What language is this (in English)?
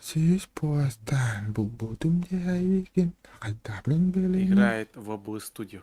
Yakut